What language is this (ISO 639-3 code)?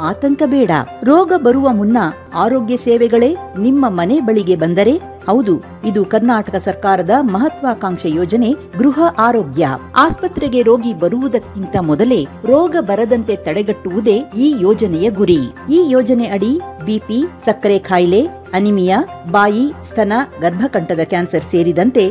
kan